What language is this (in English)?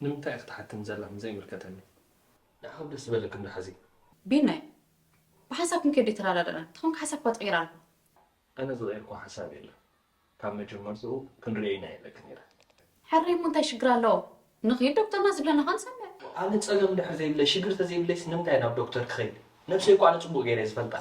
Tigrinya